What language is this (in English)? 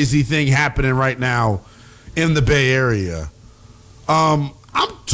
English